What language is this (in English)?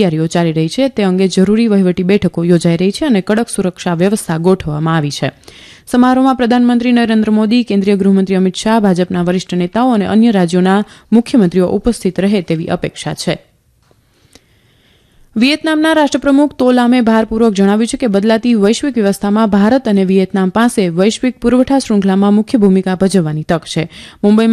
Gujarati